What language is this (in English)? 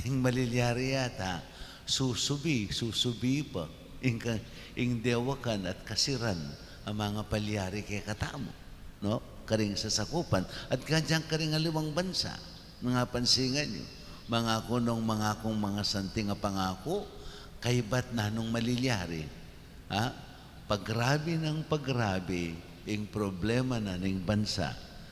Pampanga